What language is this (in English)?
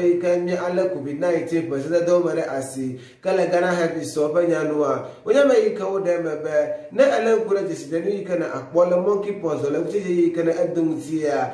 Ewe